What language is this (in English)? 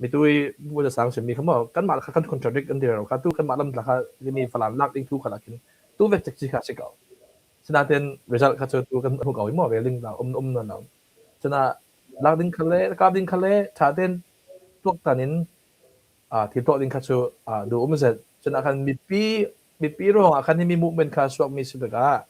Hakha Chin